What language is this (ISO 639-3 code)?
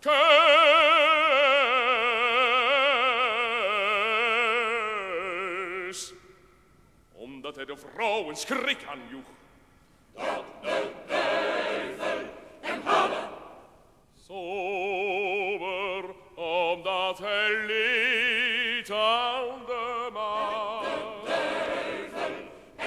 nld